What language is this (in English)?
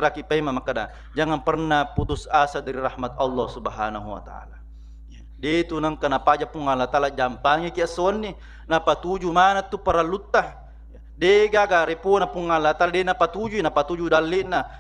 Buginese